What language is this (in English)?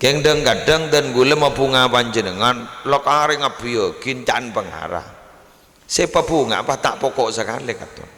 Madurese